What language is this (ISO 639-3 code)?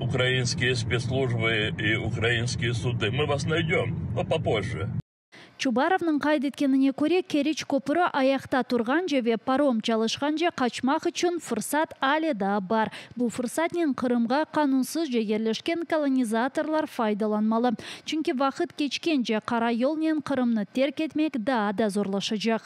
crh